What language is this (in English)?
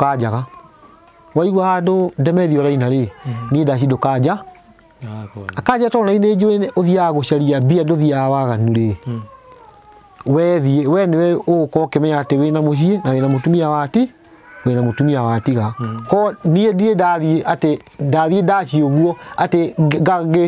Kikuyu